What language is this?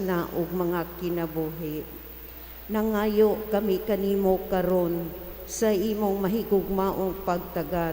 Cebuano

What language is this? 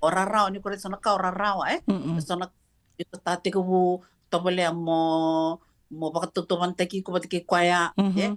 Fijian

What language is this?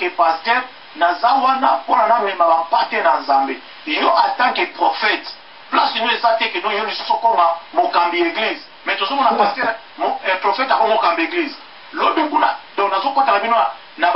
Lingala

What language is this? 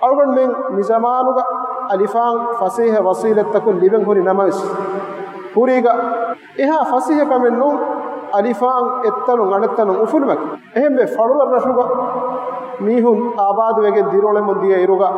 Divehi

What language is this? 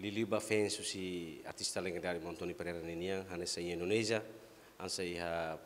Tetum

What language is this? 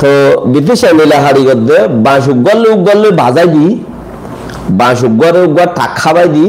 Rohingya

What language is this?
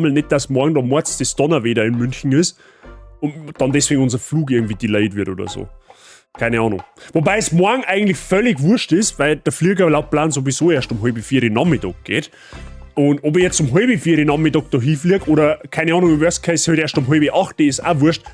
Bavarian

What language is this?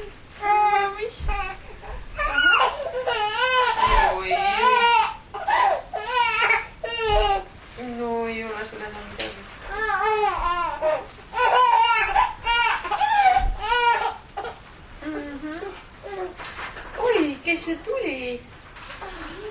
Estonian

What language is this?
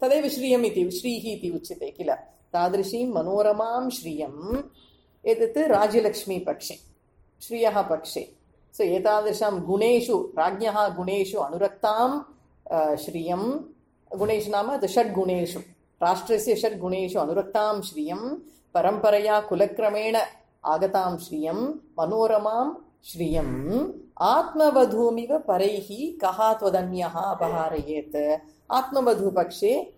Sanskrit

